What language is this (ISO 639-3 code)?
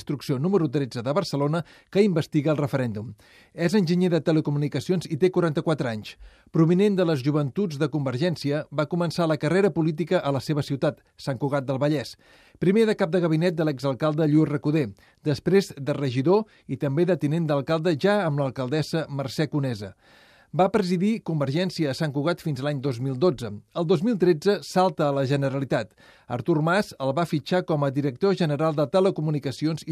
cat